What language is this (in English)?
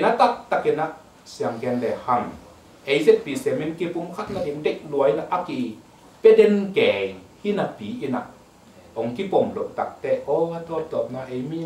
Tedim Chin